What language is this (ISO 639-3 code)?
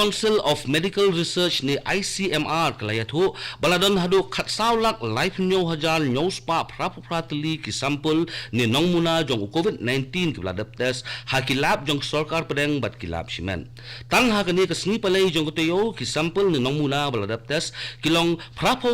kha